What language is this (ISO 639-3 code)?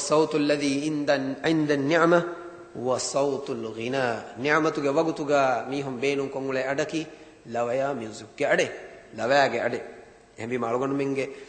div